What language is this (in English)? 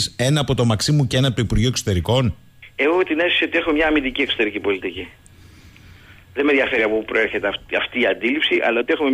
Greek